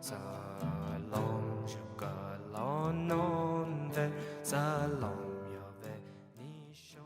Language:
Persian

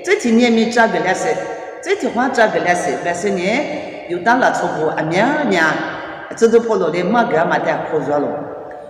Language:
Lisu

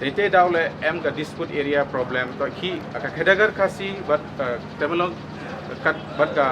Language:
Pnar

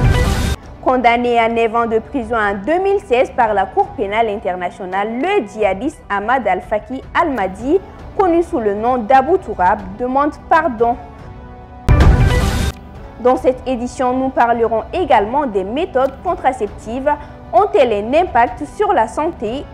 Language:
French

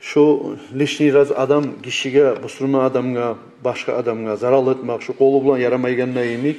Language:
Kumyk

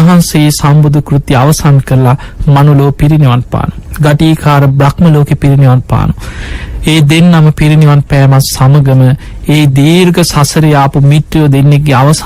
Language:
Sinhala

